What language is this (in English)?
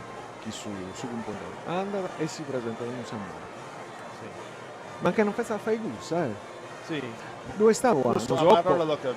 Sardinian